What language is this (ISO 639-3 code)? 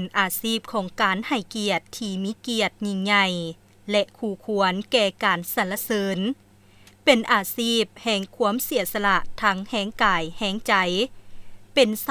lao